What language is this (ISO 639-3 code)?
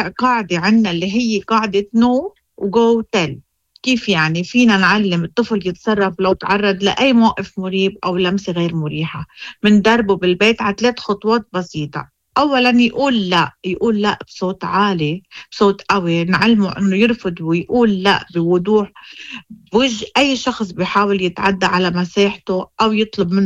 ary